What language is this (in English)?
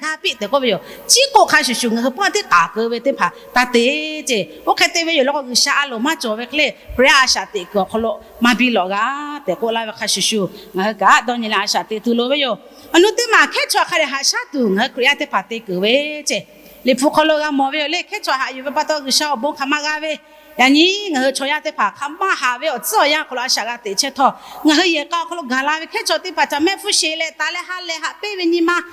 Lahu